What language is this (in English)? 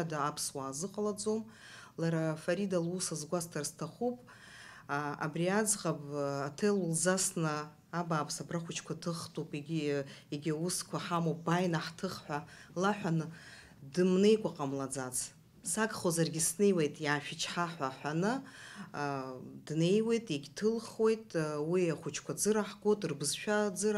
Abkhazian